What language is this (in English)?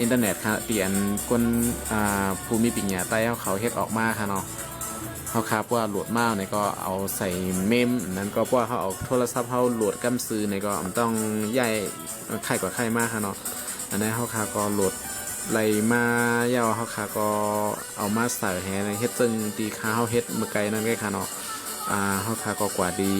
Shan